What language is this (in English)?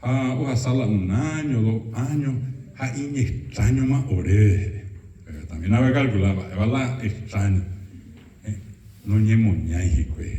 Guarani